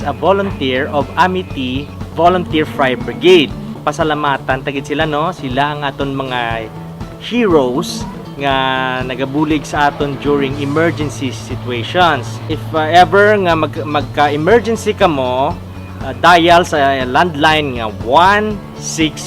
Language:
Hiligaynon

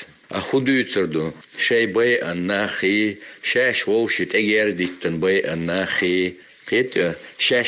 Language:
Chechen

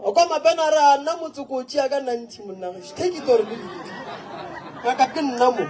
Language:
Northern Sotho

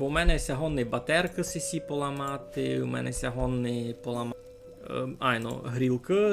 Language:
Rusyn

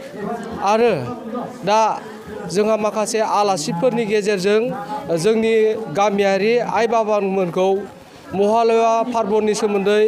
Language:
Bodo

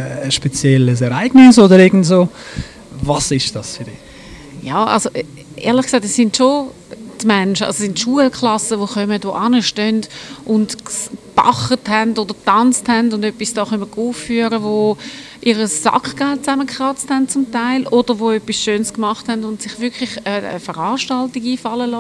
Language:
Swiss German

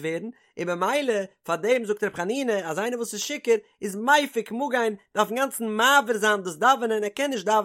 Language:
Yiddish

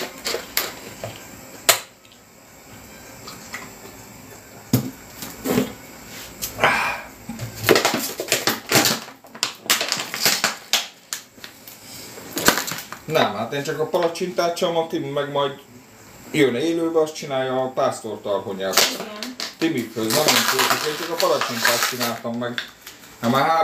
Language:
Hungarian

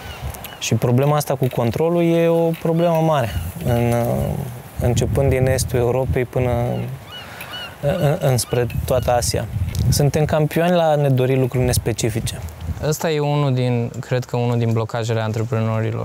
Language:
Romanian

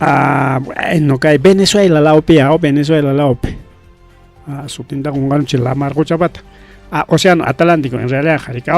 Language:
Ayacucho Quechua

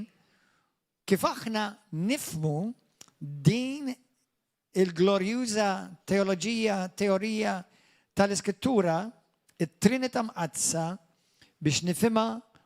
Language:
Maltese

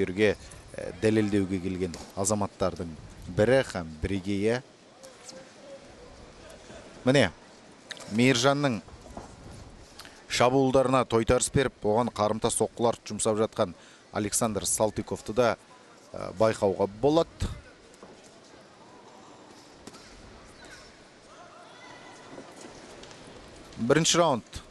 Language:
Kazakh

